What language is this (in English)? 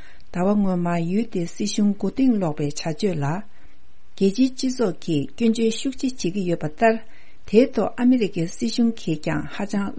Tibetan